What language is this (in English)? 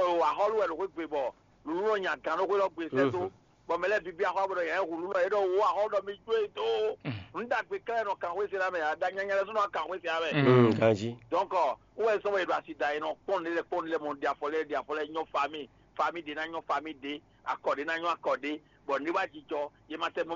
Fon